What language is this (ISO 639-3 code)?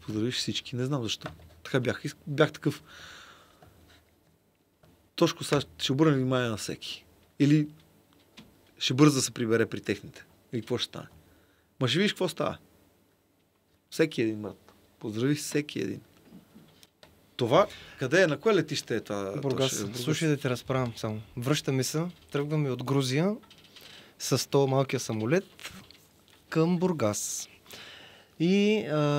bul